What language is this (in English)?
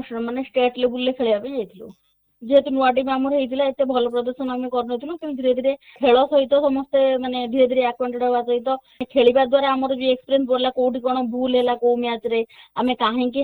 Odia